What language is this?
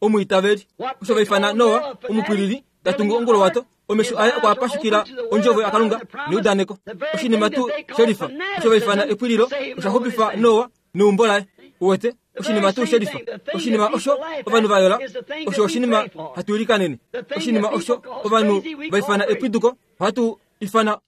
Kuanyama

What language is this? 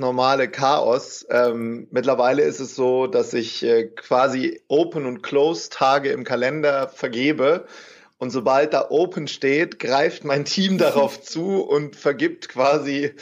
German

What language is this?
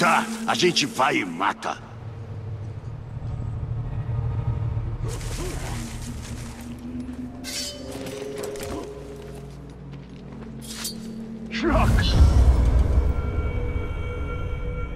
Portuguese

